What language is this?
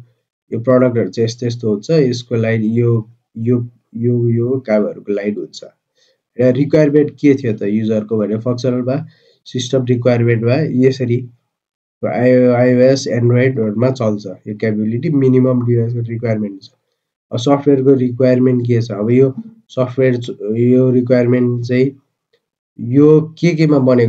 Nepali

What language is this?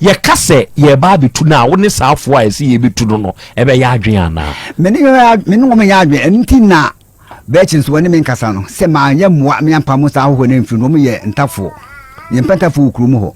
Akan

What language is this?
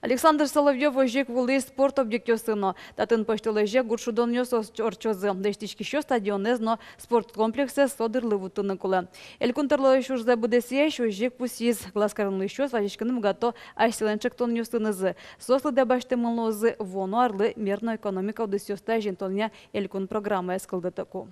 Udmurt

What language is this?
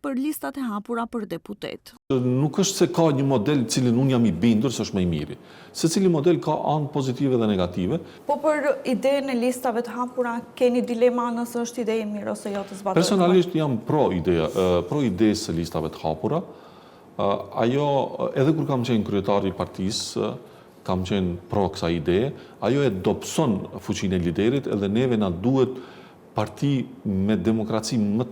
Albanian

